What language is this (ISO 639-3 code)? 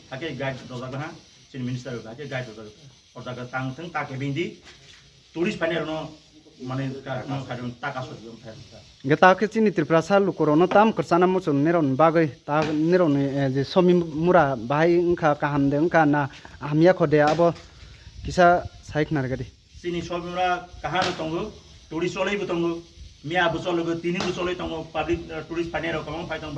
ria